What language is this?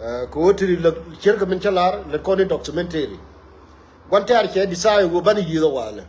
Nuer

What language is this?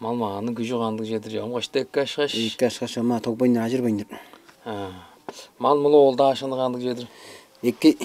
Tuvinian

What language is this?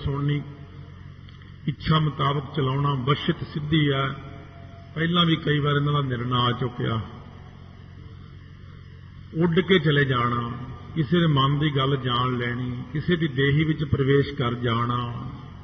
Punjabi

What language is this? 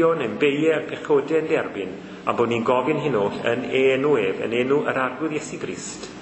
Welsh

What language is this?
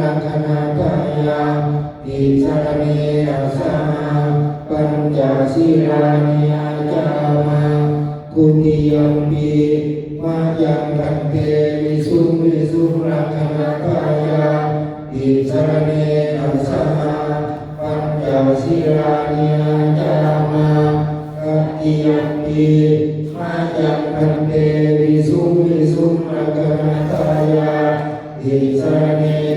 Pali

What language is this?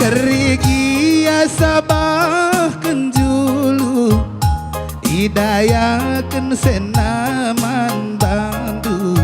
Batak Karo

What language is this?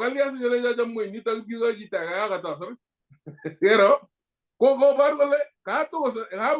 Kalenjin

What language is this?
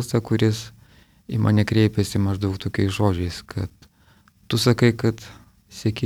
Lithuanian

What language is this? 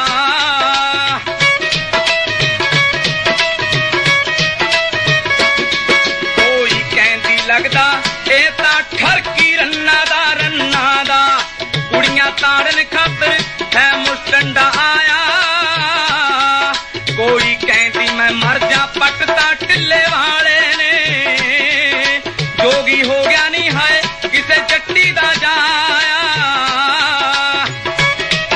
Punjabi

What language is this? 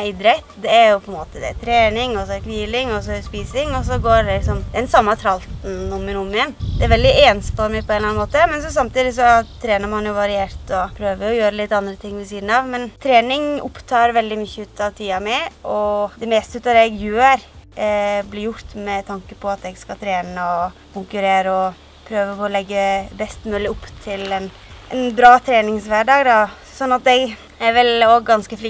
Norwegian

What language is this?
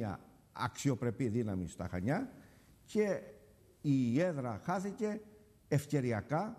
Greek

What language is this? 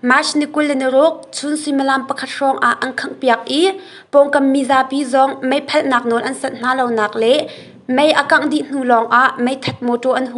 Hakha Chin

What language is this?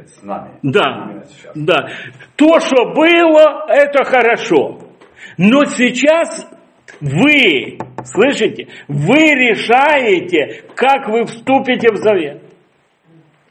Russian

